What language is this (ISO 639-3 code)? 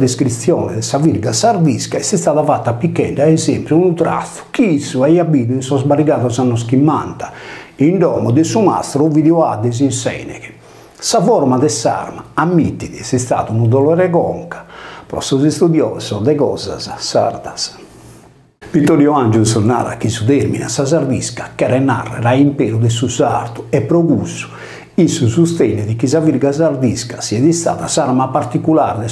srd